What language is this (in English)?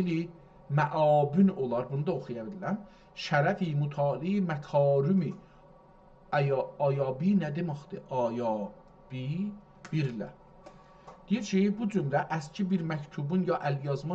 South Azerbaijani